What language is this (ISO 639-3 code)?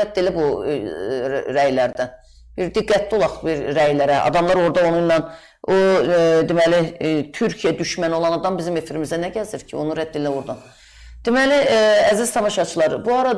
aze